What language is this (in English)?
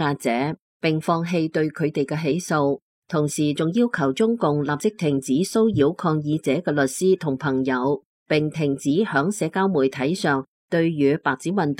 Cantonese